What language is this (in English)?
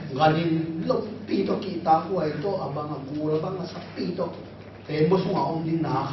Tedim Chin